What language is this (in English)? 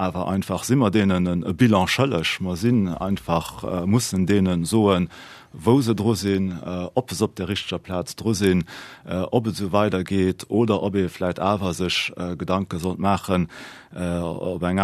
Luxembourgish